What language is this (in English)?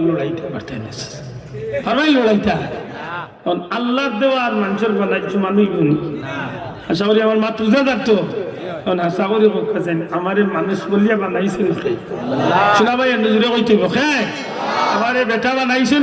Sylheti